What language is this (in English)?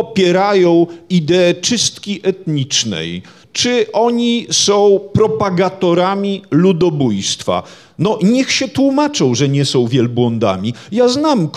Polish